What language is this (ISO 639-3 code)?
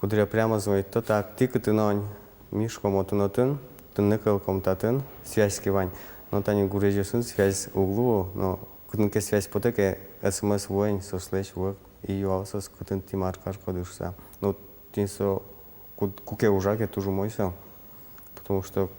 udm